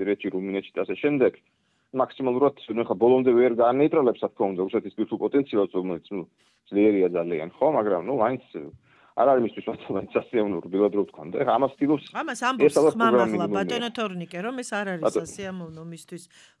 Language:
Georgian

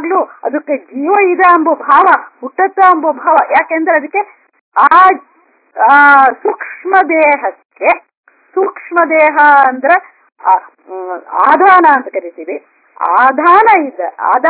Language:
Kannada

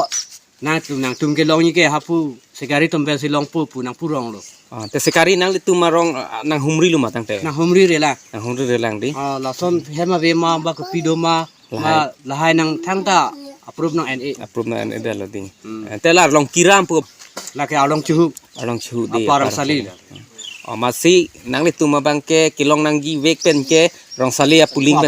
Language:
Karbi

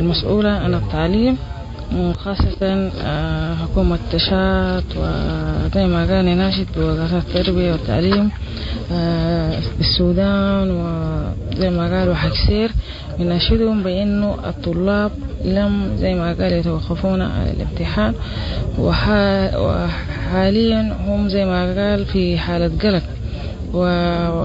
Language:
Sudanese Arabic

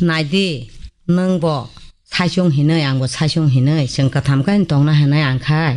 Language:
Kok Borok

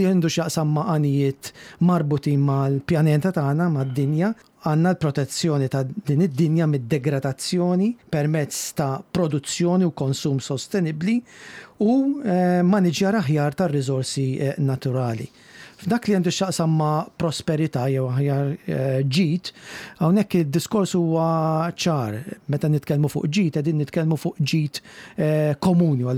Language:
Maltese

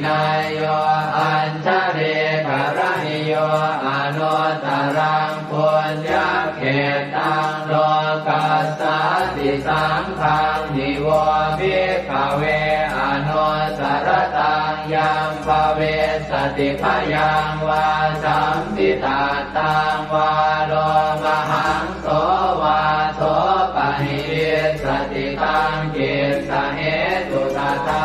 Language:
Pali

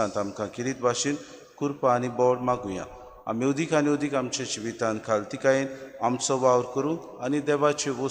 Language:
Konkani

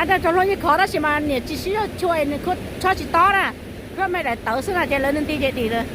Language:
Hmong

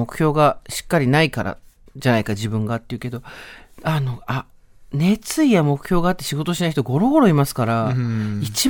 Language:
Japanese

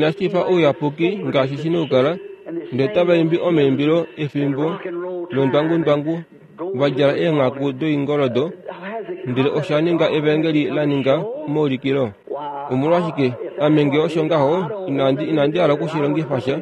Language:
Kuanyama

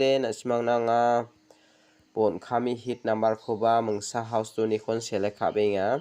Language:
Garo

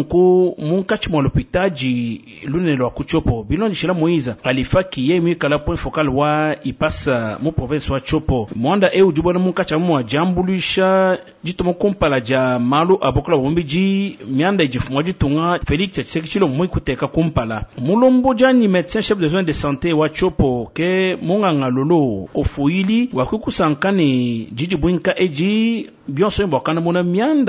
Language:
Luba-Lulua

